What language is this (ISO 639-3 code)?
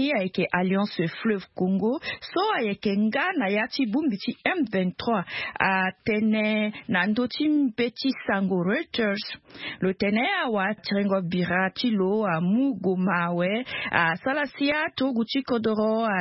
sag